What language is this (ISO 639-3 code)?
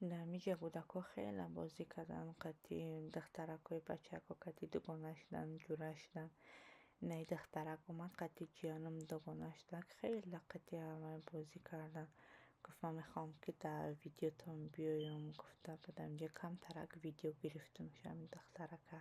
tgk